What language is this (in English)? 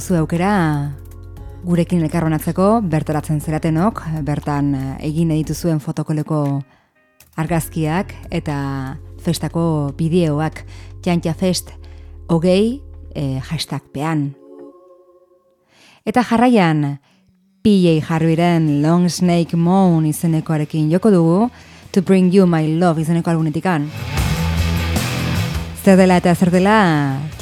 Basque